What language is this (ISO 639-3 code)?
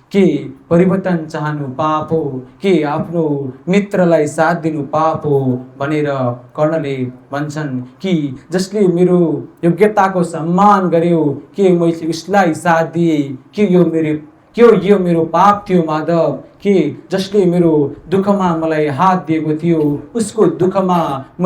nep